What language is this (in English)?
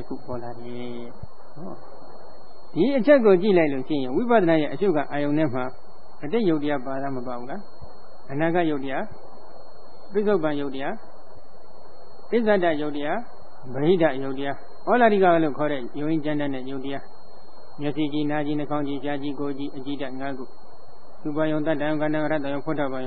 Burmese